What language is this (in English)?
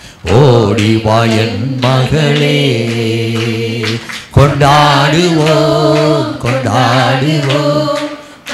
Tamil